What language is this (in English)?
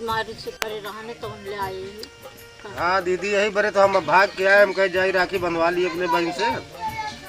Awadhi